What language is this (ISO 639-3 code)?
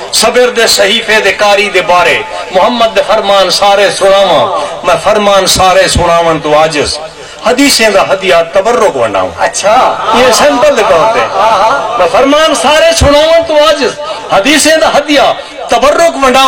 skr